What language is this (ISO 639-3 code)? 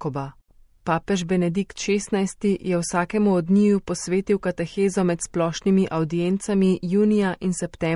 slv